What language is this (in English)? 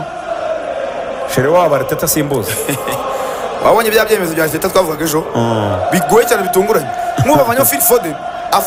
Kinyarwanda